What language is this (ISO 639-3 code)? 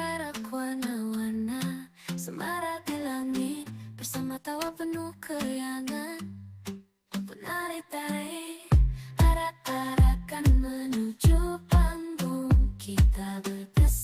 bjn